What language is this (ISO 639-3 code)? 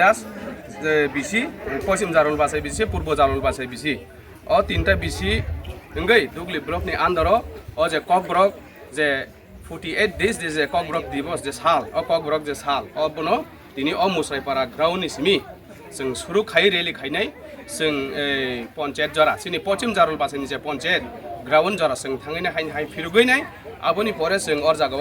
trp